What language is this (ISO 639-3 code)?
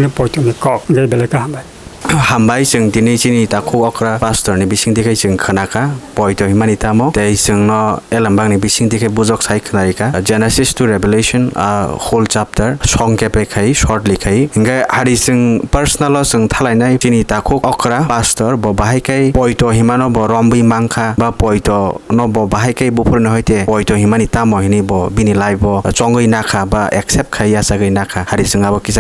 trp